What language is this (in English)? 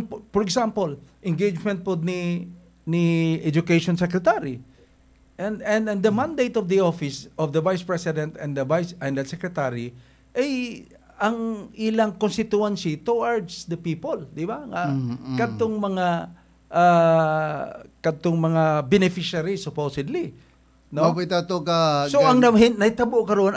Cebuano